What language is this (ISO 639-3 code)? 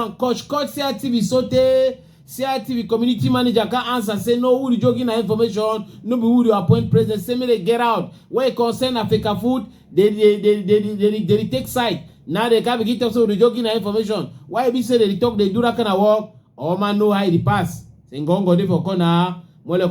wes